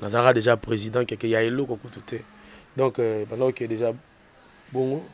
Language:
Lingala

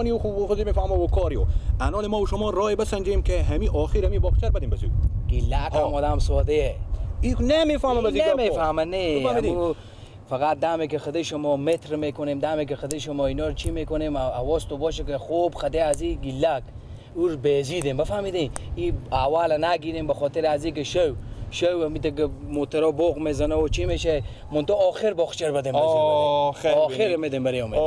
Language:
Persian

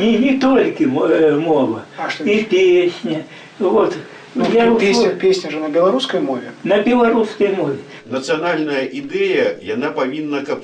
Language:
Belarusian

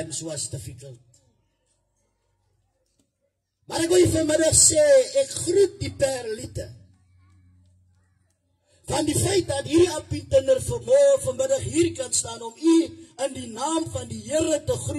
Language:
Afrikaans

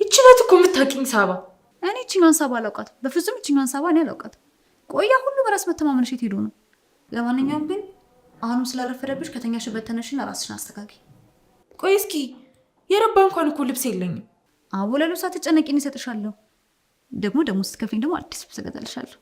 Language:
Amharic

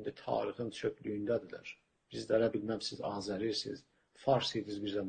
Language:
South Azerbaijani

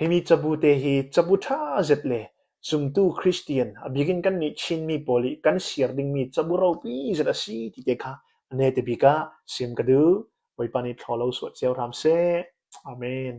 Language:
Falam Chin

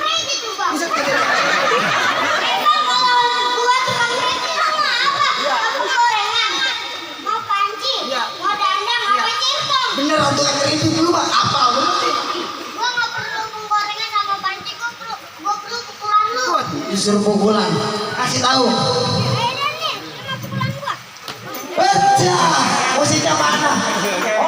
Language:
Betawi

